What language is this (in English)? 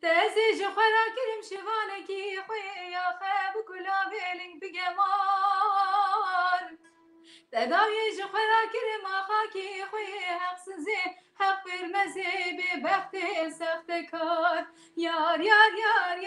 Kurdish